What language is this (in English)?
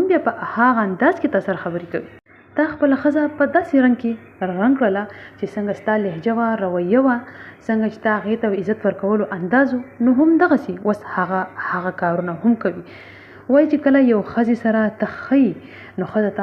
Pashto